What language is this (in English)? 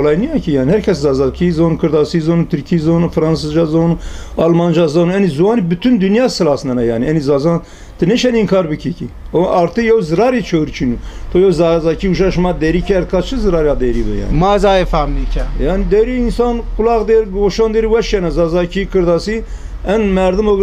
Zaza